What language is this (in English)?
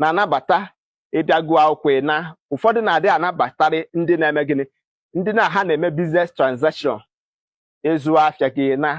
Igbo